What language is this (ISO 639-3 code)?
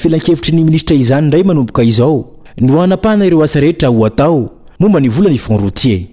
mlg